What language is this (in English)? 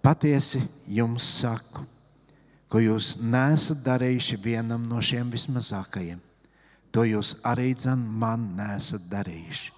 Latvian